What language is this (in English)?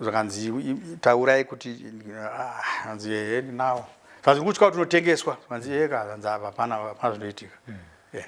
Shona